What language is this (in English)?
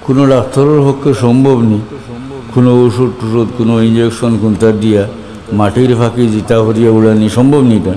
Sylheti